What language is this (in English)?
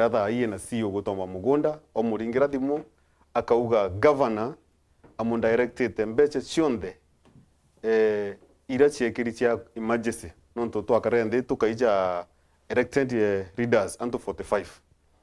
Meru